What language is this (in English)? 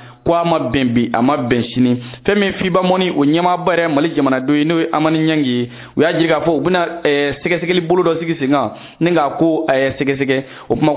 Bambara